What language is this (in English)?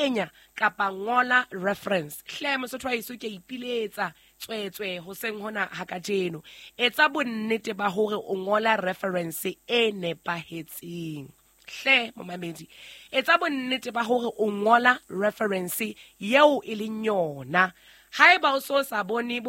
Southern Sotho